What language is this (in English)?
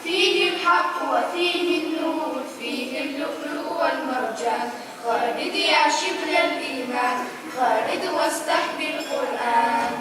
Kabardian